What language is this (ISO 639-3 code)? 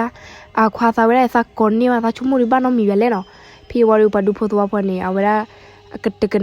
ksw